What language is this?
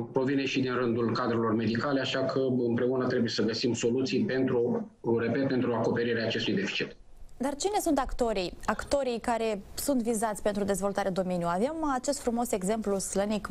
Romanian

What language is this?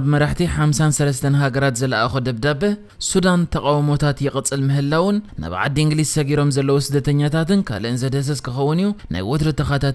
Tigrinya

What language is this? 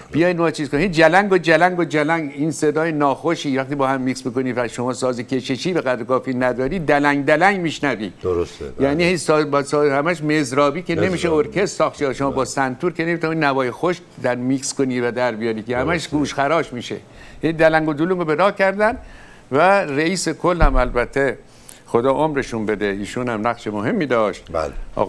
Persian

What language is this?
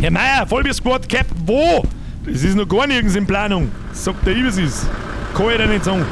Bavarian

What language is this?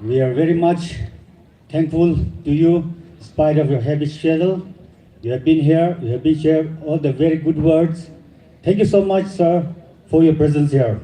Naga Pidgin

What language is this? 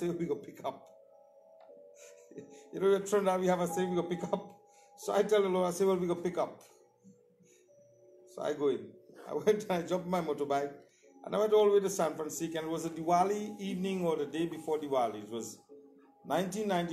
English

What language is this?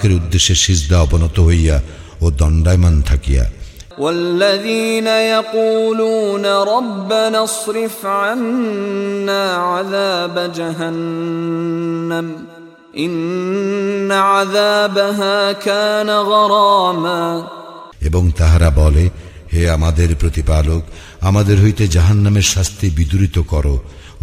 Bangla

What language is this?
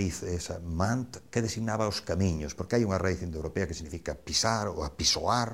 Galician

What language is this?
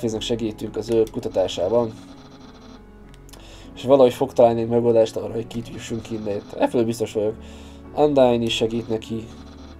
Hungarian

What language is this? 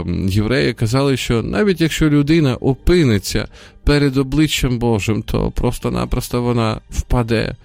Ukrainian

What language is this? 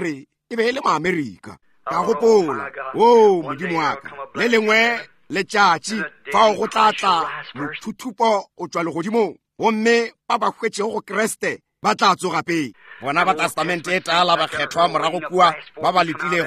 Northern Sotho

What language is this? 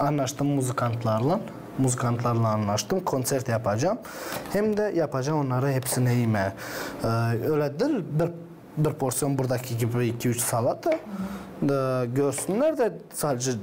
Gagauz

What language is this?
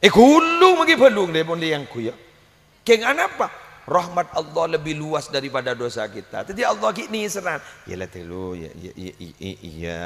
Madurese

